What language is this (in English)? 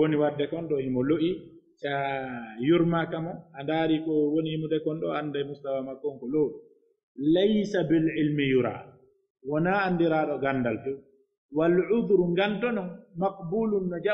Pular